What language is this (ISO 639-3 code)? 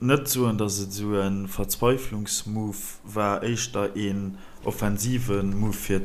ltz